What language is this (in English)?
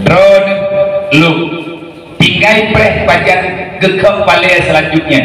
Achinese